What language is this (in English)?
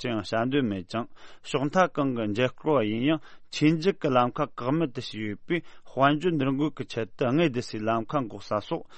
Tibetan